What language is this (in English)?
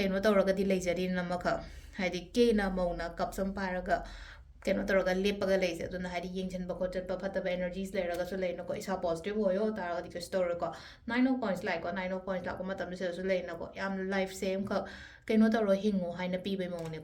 Manipuri